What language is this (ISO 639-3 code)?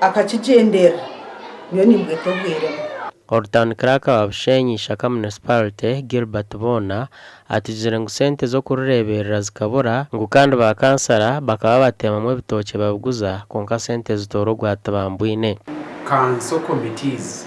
nyn